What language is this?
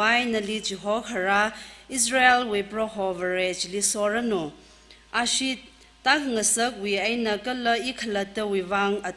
Tangkhul Naga (India)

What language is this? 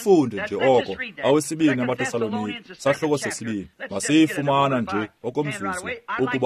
Xhosa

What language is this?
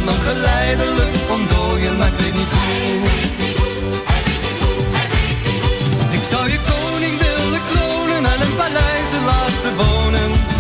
Dutch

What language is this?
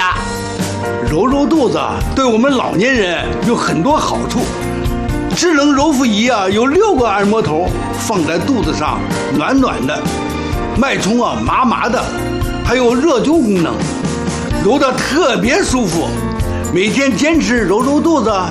Chinese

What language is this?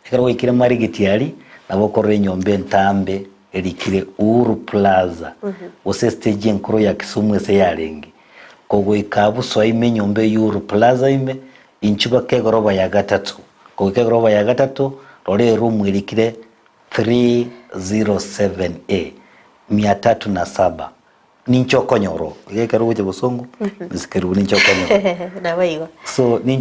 Gusii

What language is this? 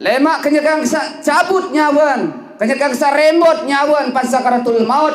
Sasak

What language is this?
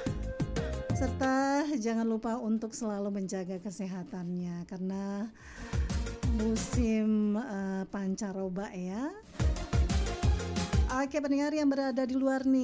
Indonesian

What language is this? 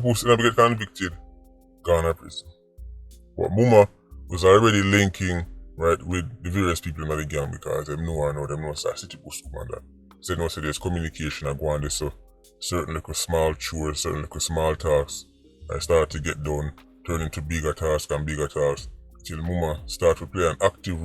Jamaican Creole English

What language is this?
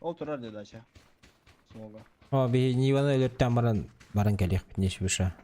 Yakut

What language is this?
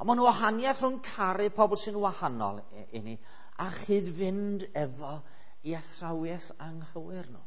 Welsh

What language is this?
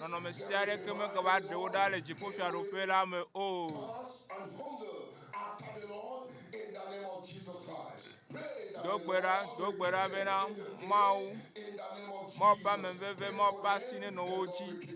Ewe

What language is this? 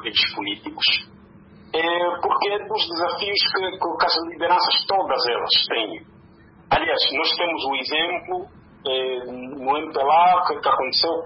Portuguese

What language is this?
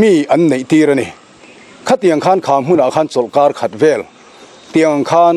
Mizo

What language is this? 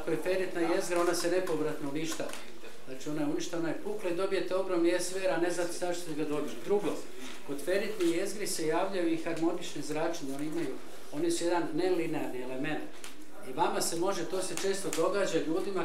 Croatian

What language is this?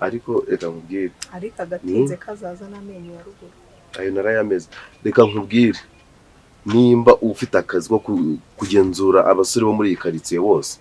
Kinyarwanda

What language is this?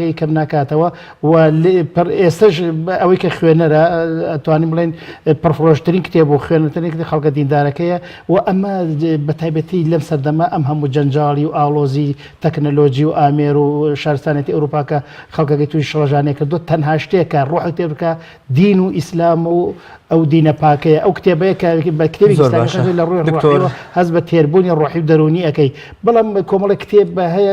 Central Kurdish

